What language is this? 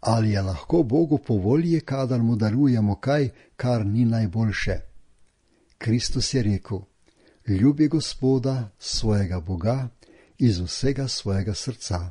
Slovenian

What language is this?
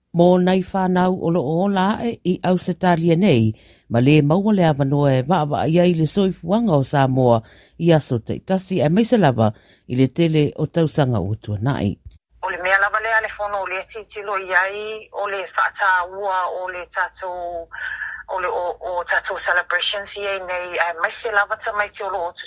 Samoan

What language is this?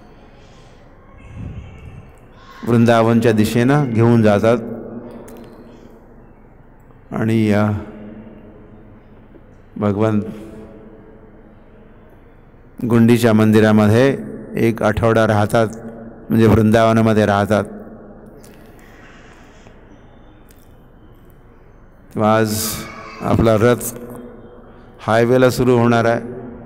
Marathi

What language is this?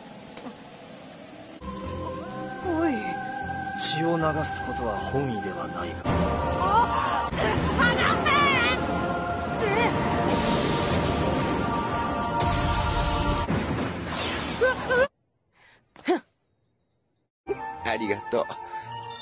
Japanese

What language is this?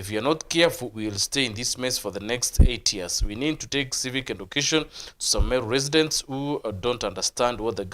Meru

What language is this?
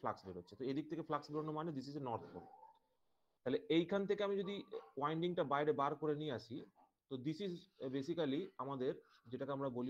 Bangla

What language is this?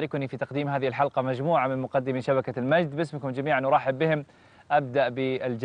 Arabic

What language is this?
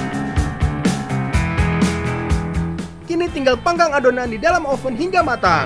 Indonesian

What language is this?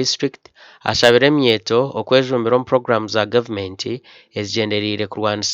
Nyankole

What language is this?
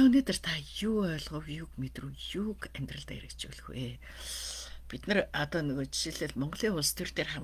Mongolian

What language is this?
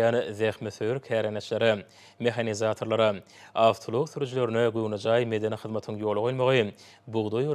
Turkmen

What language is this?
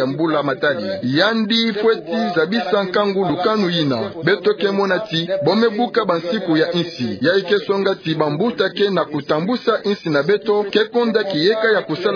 Kituba (Democratic Republic of Congo)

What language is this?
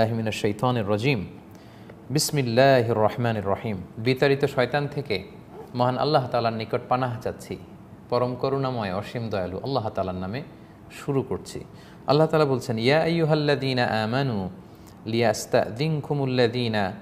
Bangla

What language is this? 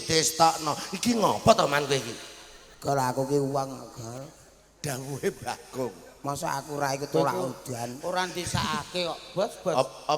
Javanese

